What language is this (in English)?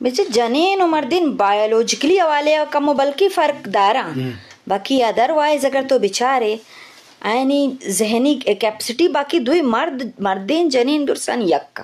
Eastern Balochi